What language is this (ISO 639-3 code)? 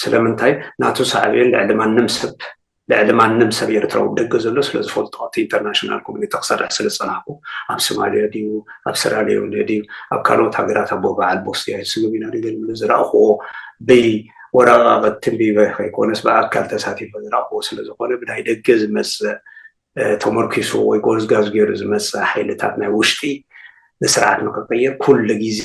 tir